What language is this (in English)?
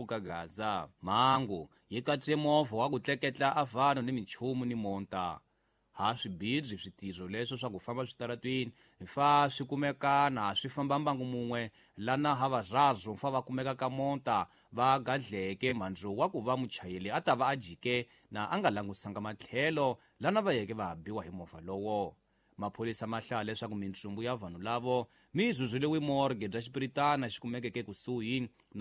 Tsonga